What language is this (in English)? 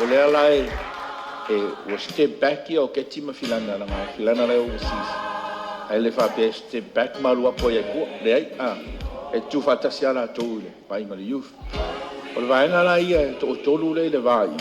Samoan